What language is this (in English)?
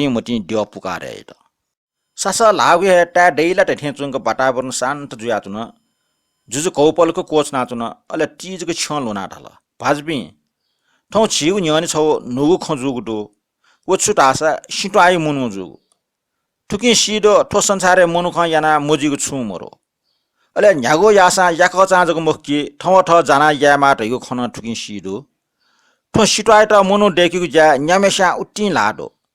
Newari